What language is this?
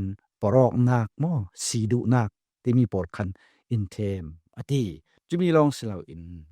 Falam Chin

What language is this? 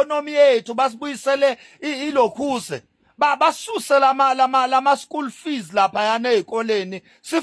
Zulu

